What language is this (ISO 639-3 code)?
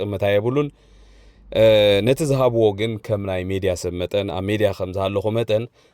tir